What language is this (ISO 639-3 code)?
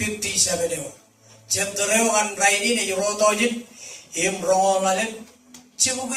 mah